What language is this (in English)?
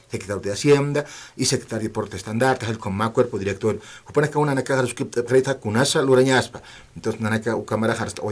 Aymara